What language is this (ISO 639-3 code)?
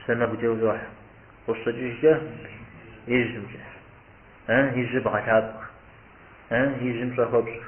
kbd